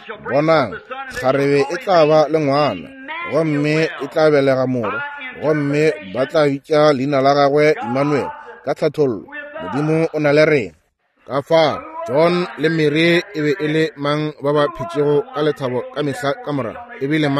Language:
Northern Sotho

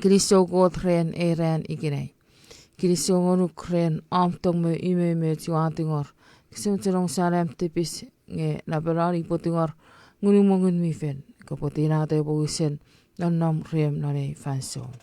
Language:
Chuukese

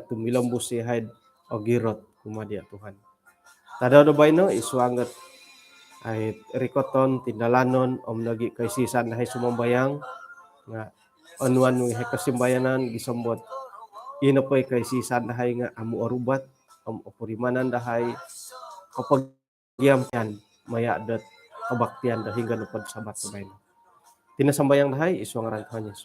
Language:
Central Dusun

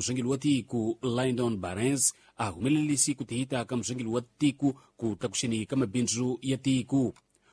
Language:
Tsonga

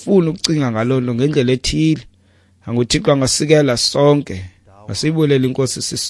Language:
Xhosa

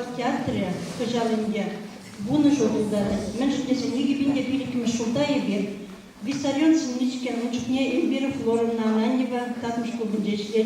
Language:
Chuvash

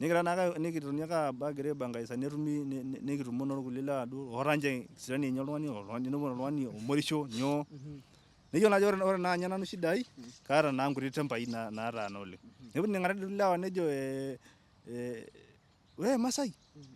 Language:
Masai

